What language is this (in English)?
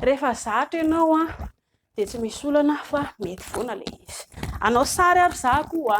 Malagasy